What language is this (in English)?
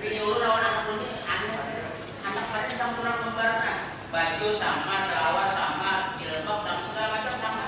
Banjar